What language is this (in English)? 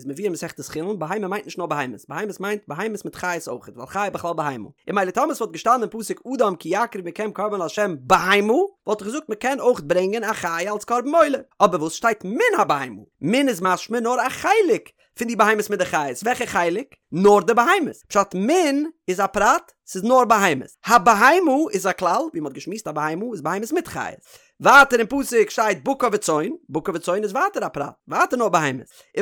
Yiddish